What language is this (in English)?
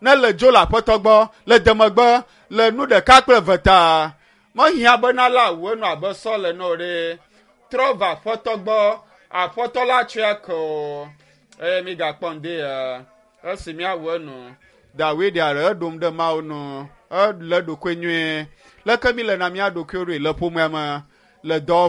Ewe